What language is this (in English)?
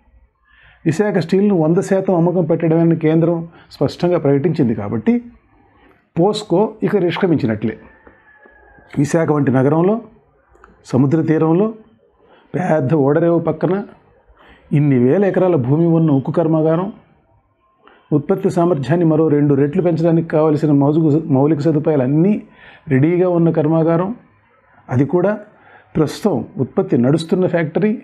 Telugu